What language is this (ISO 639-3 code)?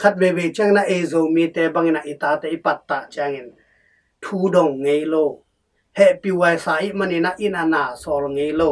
ctd